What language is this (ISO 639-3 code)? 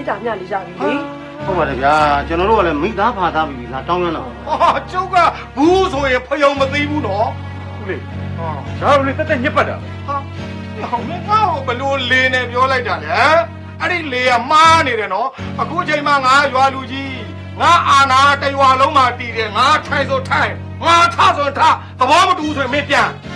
mya